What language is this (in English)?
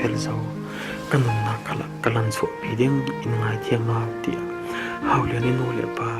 Falam Chin